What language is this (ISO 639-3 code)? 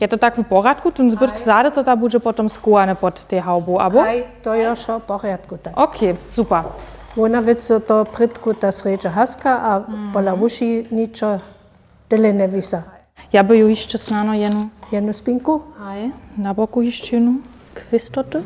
hsb